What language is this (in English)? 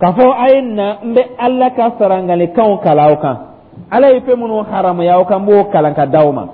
Dyula